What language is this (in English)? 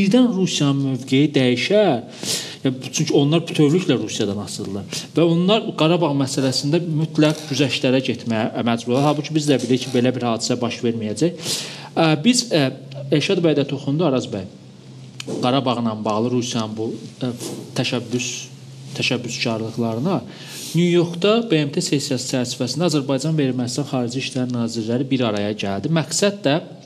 Azerbaijani